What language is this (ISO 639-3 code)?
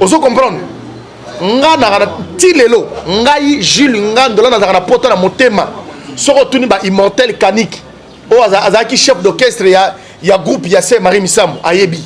lin